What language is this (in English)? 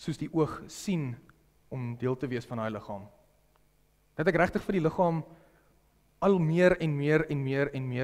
Afrikaans